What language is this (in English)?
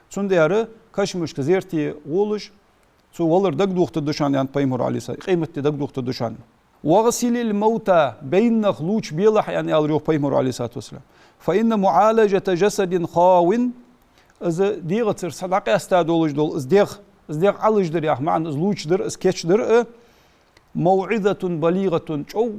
Ingush